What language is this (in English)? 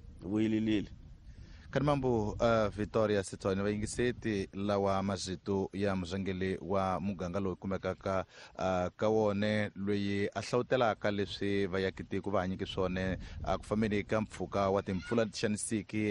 Tsonga